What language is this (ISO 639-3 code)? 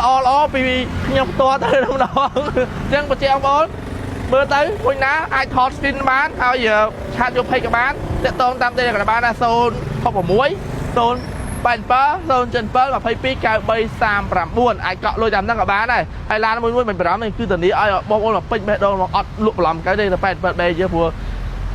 khm